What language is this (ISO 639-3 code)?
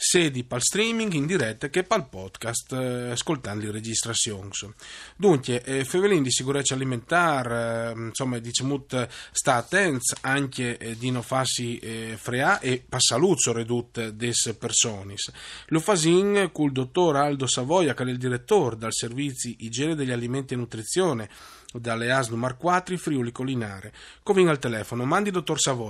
fur